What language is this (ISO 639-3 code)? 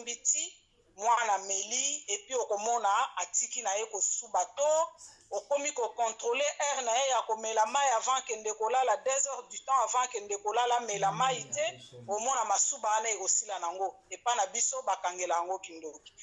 lin